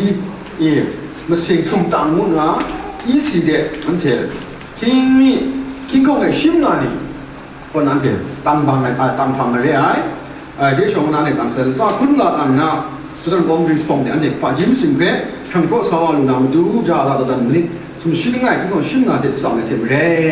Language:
Kachin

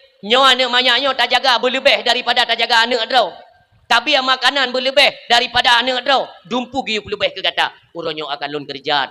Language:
Achinese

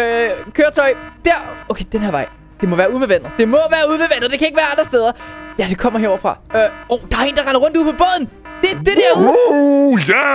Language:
Danish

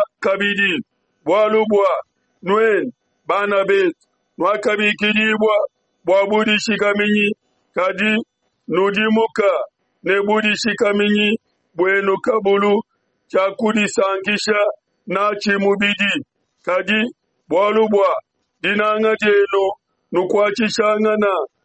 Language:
Luba-Lulua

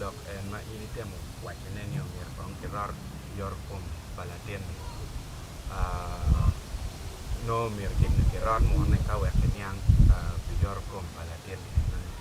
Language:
Acoli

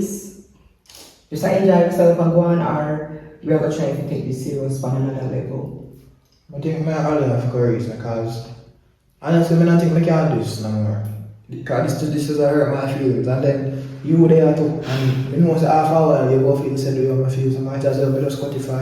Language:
Jamaican Creole English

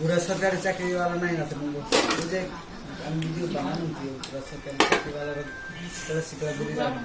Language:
Kok Borok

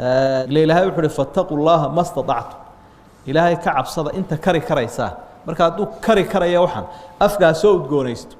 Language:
Somali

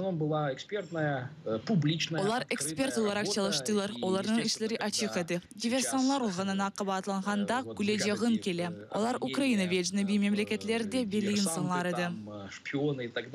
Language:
Crimean Tatar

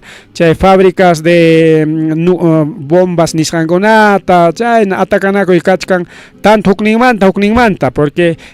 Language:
Ayacucho Quechua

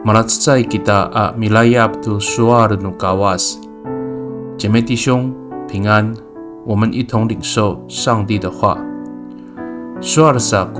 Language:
Amis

